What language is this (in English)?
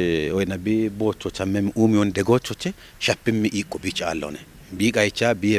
Kafa